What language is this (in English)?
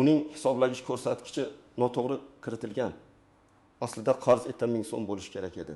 Uzbek